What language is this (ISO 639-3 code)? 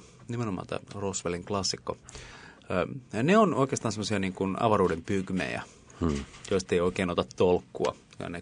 fin